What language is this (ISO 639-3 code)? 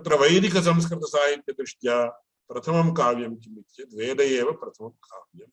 san